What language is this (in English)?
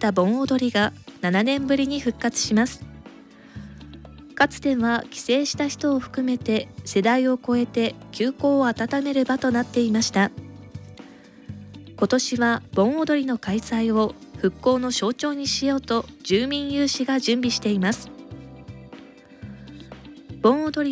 Japanese